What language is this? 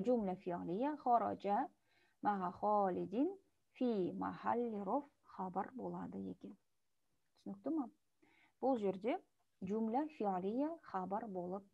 Kazakh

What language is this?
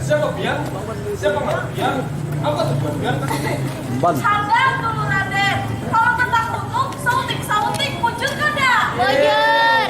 Banjar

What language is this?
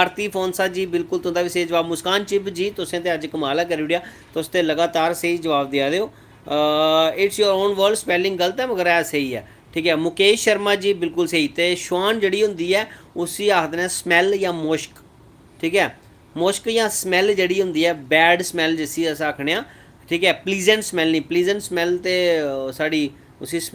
Dogri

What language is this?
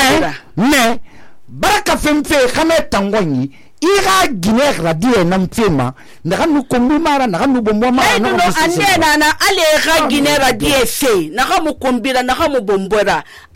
Susu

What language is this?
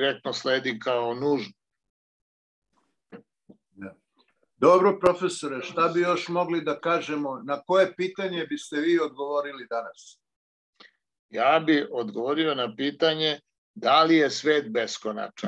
Serbian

